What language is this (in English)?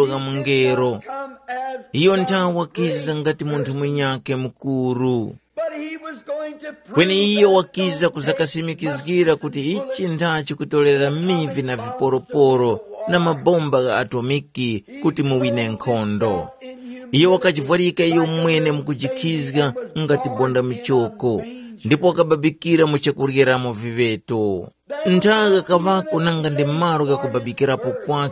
Tumbuka